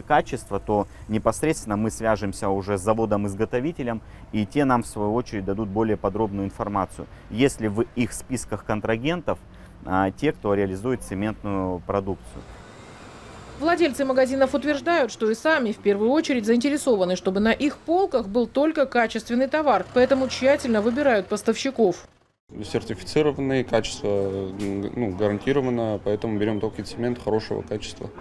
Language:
Russian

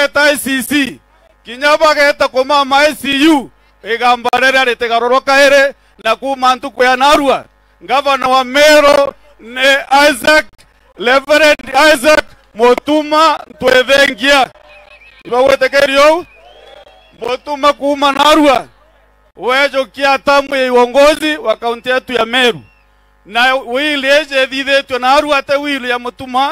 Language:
Meru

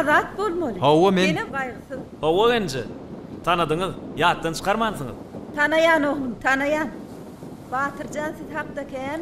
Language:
Turkmen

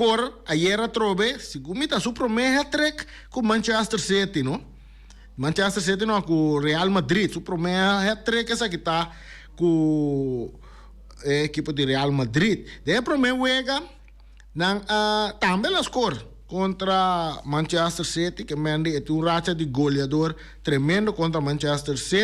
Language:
Papiamento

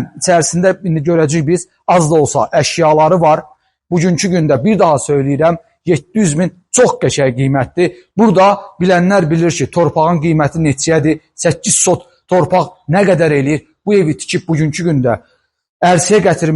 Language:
Azerbaijani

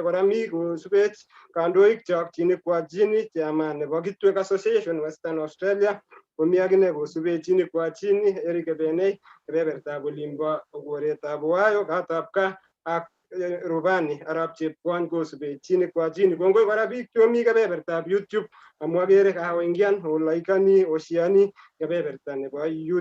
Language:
Kalenjin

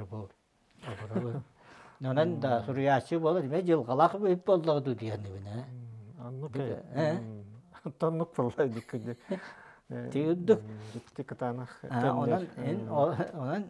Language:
Yakut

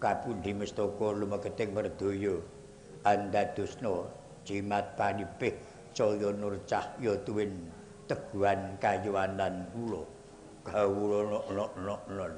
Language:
Javanese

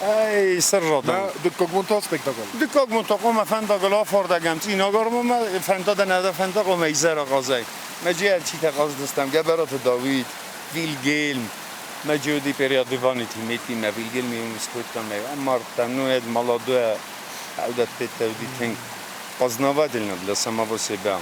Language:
Ossetic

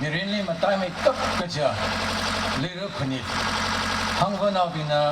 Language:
Tangkhul Naga (India)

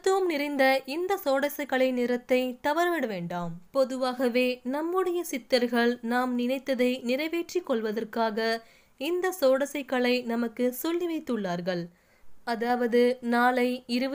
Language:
Tamil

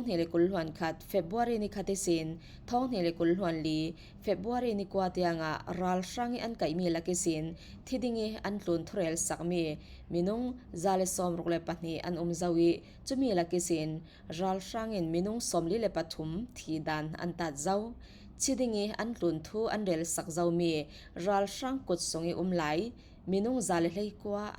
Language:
Falam Chin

